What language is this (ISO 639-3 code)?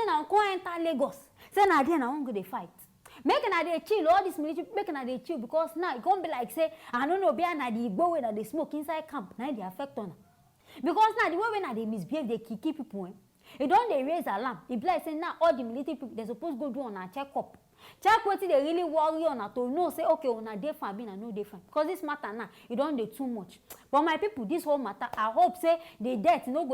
pcm